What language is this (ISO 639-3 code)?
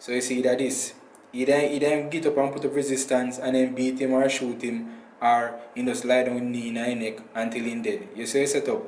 jam